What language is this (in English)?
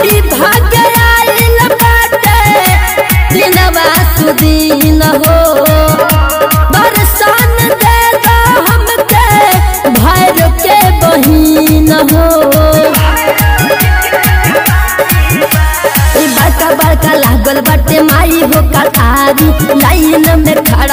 Bhojpuri